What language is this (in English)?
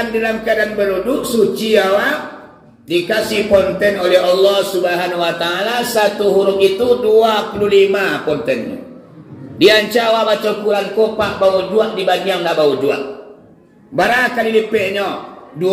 Minangkabau